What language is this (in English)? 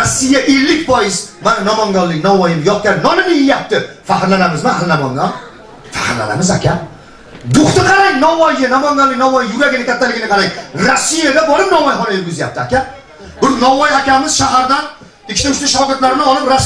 Uzbek